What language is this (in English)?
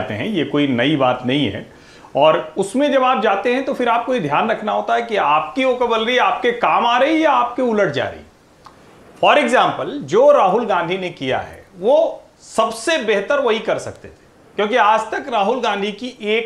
Hindi